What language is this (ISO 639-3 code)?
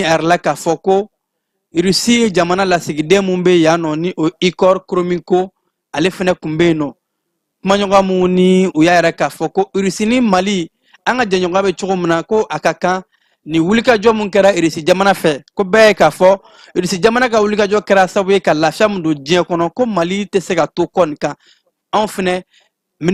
bam